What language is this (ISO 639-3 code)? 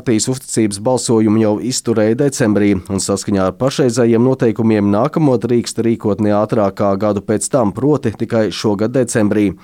lav